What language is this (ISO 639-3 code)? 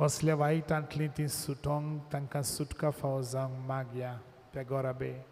kok